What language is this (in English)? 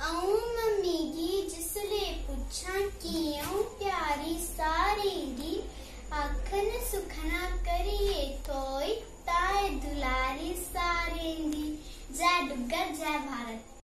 Dogri